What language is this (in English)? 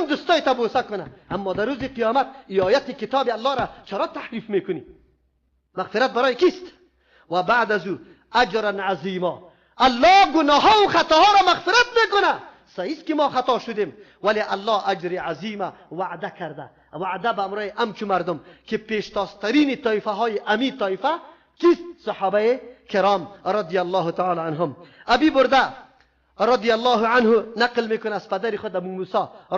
Persian